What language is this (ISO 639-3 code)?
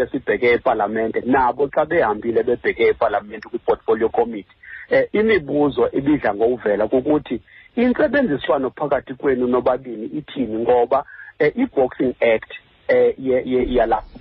xho